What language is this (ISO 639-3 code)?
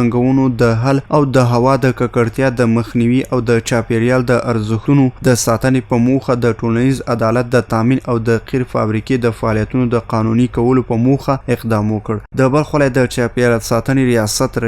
pus